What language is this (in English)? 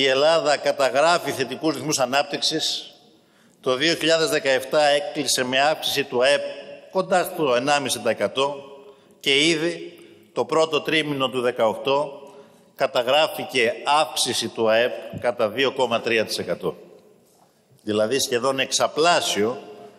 Greek